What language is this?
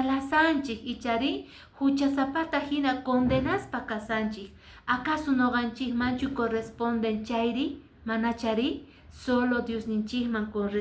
Quechua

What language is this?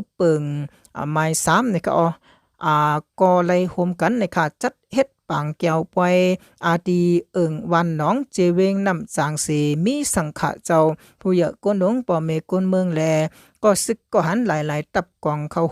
Shan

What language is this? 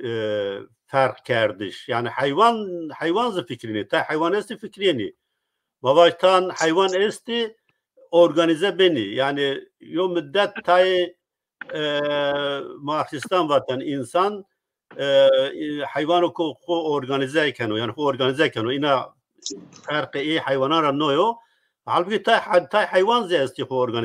Zaza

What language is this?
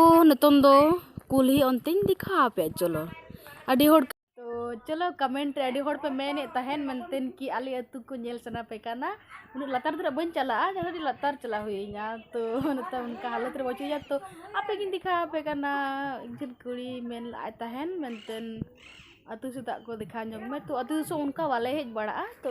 Santali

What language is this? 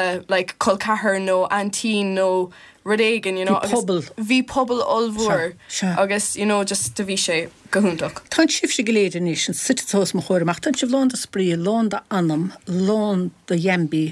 Irish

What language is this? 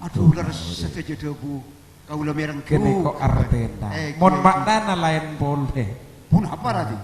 Madurese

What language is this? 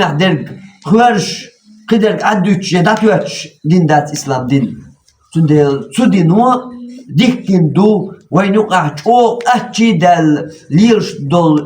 Chechen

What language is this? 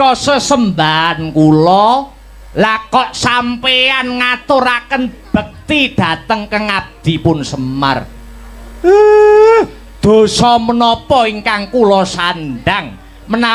Javanese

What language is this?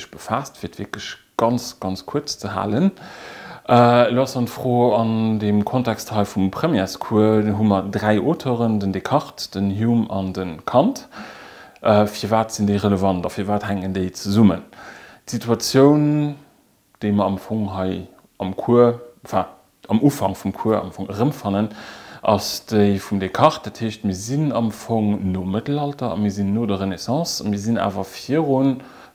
Luxembourgish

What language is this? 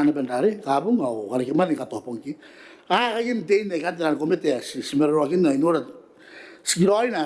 Gilbertese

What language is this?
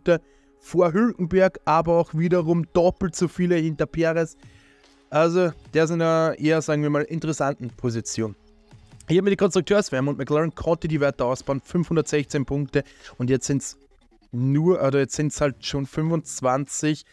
German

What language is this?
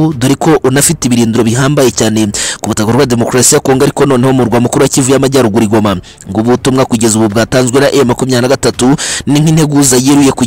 Kinyarwanda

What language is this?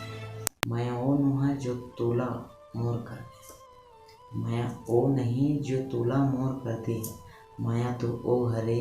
Chhattisgarhi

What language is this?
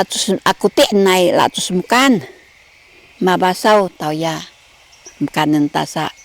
Sakizaya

